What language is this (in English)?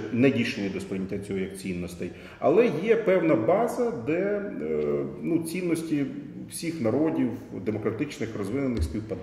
Ukrainian